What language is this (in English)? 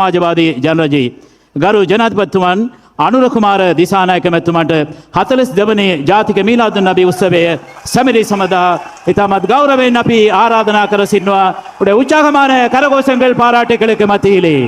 Sinhala